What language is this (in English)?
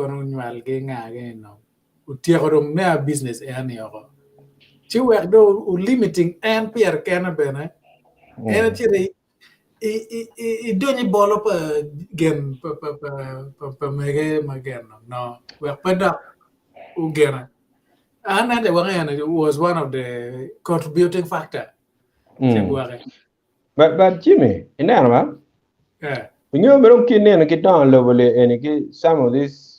Acoli